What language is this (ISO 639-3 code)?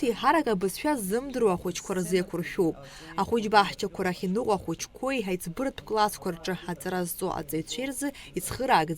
abk